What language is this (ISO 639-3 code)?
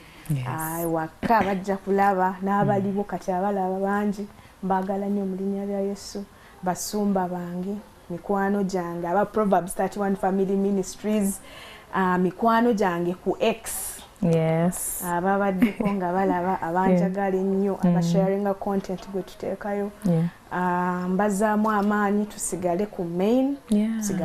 lug